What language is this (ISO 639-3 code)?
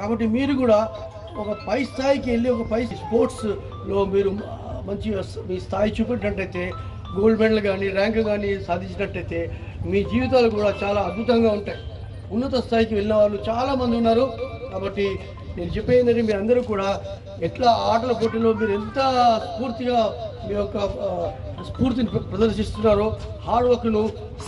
tel